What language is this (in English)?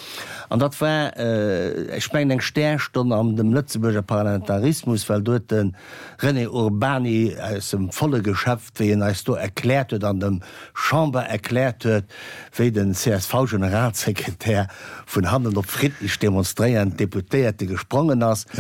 Luxembourgish